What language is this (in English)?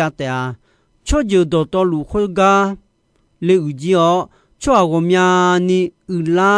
Akha